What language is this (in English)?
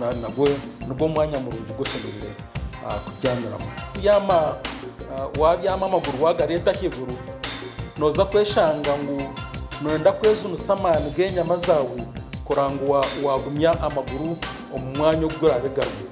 Nyankole